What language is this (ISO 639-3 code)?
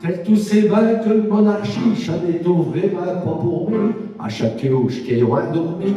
pcd